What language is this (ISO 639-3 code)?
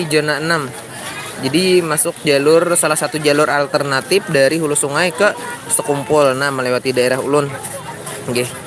bjn